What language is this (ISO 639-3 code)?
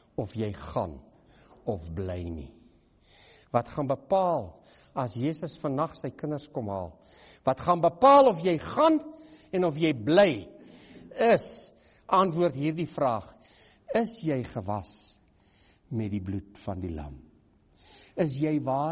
afr